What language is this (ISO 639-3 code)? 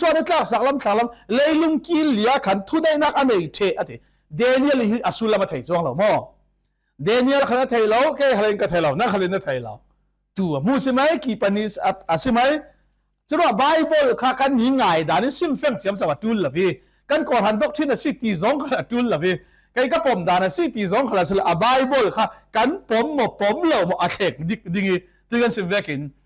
cfm